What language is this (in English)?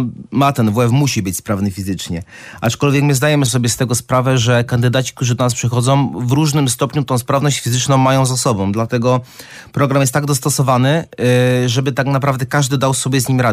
Polish